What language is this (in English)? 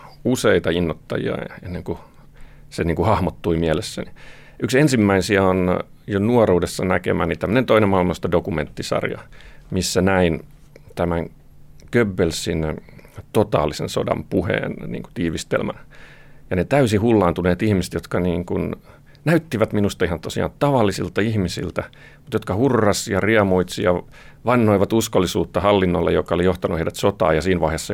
Finnish